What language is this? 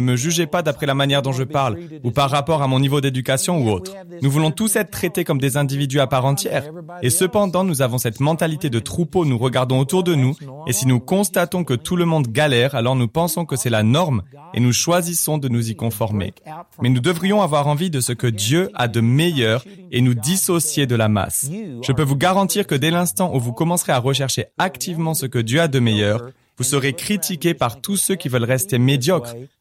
French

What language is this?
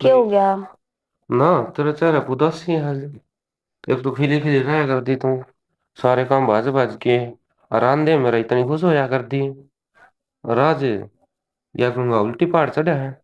Haryanvi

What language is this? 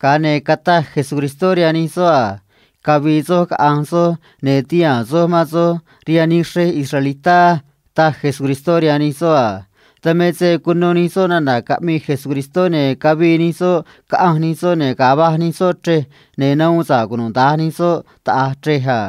Copala Triqui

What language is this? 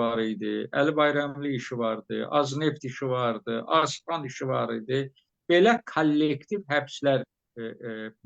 Azerbaijani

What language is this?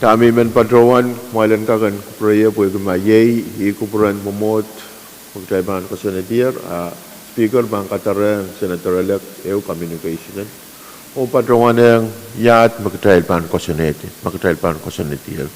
Pohnpeian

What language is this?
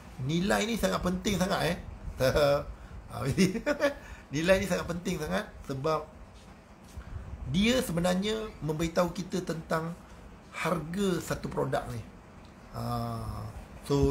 Malay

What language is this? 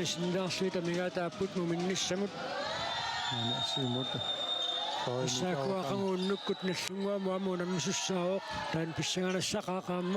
Kalaallisut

